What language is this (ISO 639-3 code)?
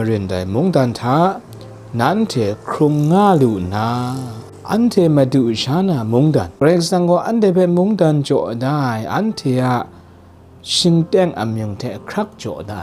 kac